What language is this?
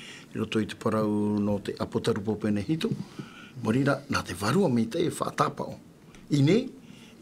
Tahitian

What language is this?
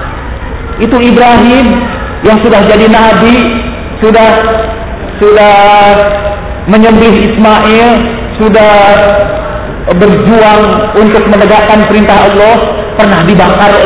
Indonesian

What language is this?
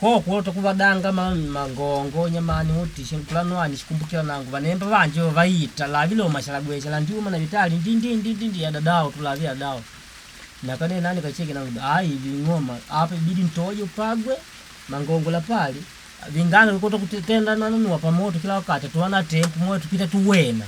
Makonde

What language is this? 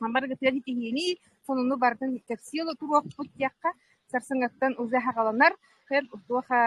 Yakut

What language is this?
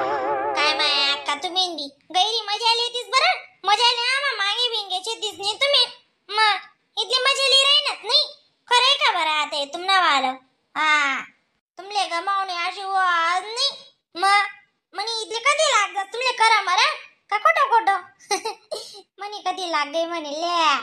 Khandesi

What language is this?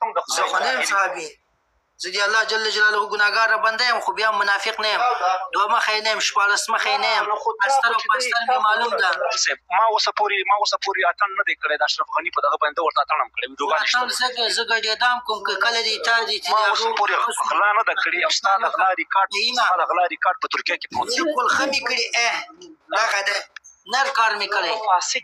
Pashto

